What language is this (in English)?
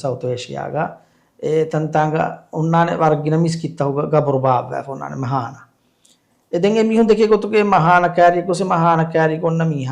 Divehi